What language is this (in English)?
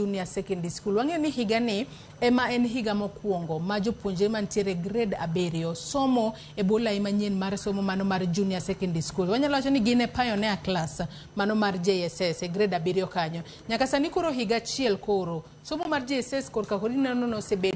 Luo (Kenya and Tanzania)